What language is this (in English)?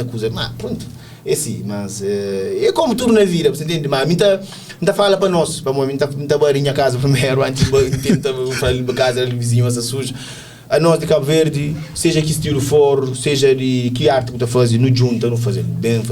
Kabuverdianu